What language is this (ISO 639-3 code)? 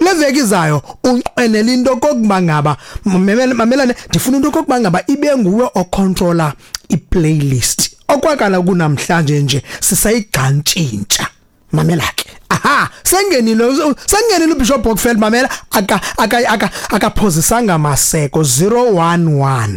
xho